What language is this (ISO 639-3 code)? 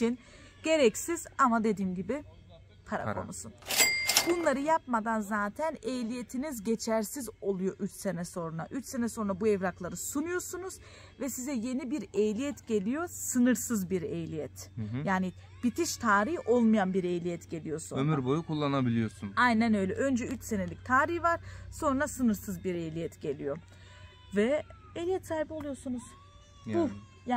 tur